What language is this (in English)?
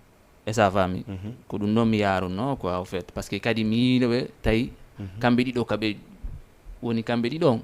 Fula